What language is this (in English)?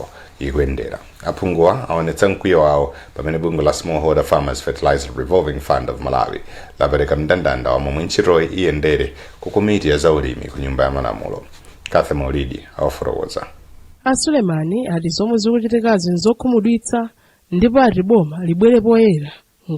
Nyanja